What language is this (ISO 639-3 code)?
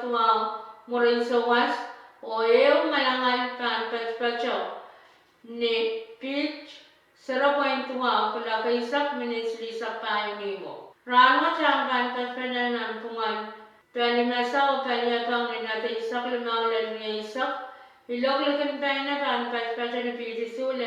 pon